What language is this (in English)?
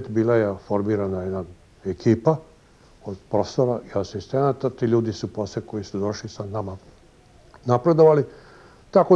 Serbian